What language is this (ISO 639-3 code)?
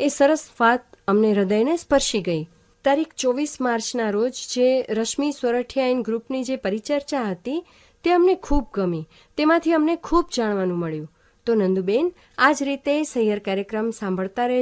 guj